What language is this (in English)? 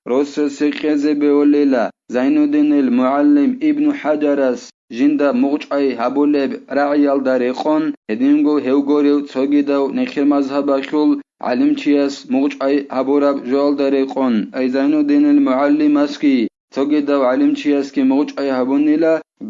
Avaric